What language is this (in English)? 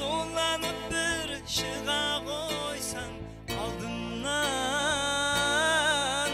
Kara-Kalpak